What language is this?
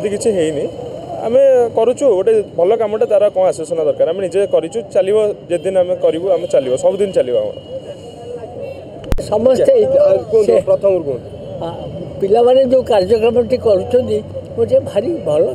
Odia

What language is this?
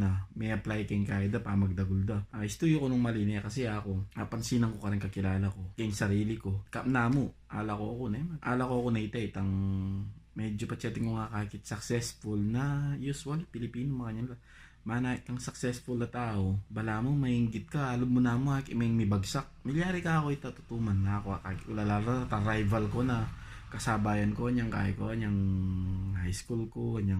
Pampanga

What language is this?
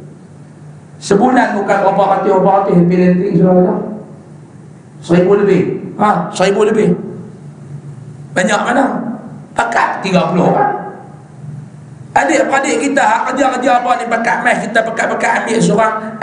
Malay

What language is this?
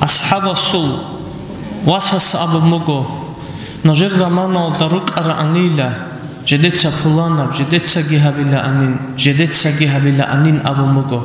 Avaric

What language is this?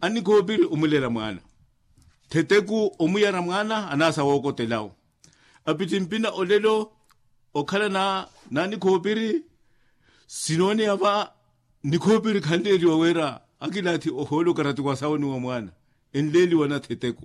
Makhuwa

